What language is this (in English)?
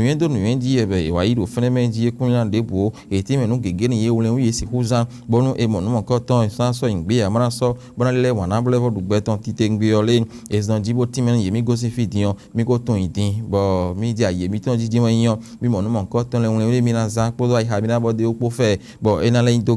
Fon